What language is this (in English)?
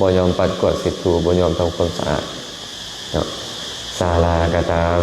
Lao